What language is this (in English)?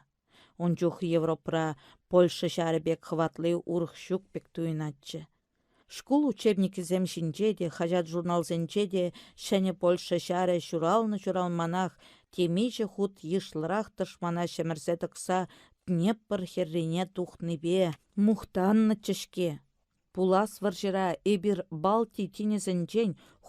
Chuvash